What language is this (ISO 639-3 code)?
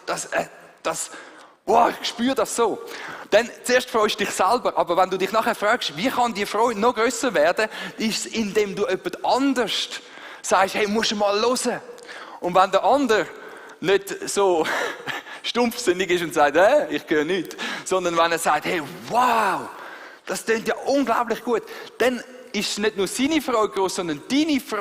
gsw